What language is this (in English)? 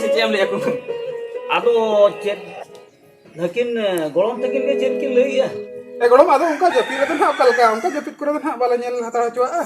Santali